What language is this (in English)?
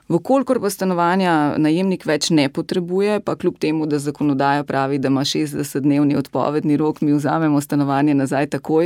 Slovenian